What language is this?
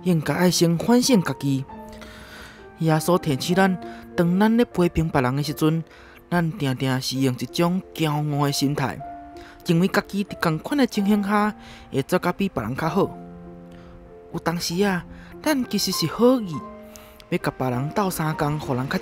Min Nan Chinese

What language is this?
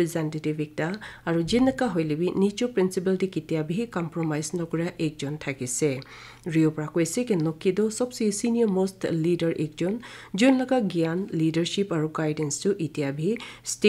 Naga Pidgin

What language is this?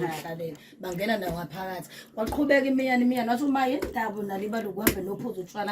Zulu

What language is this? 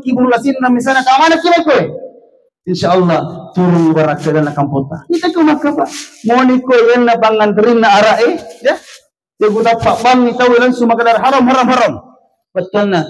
Buginese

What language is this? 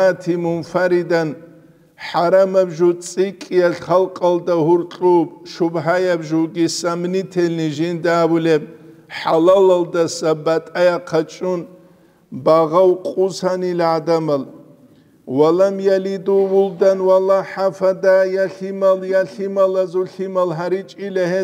Avaric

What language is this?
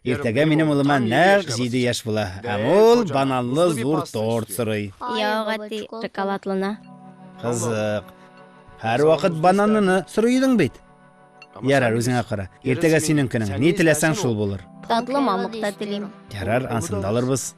Tatar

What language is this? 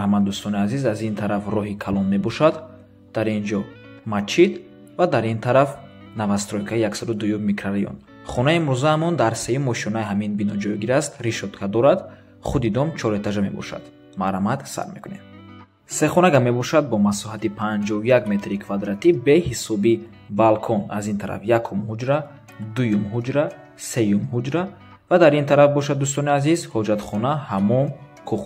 Tajik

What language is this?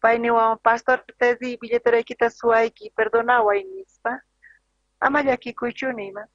South Bolivian Quechua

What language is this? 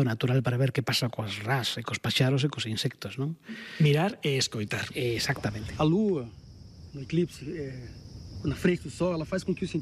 Galician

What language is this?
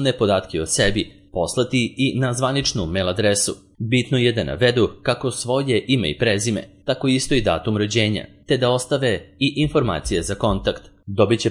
Serbian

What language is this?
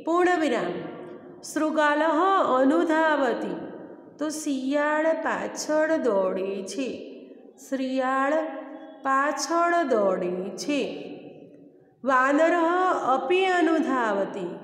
Gujarati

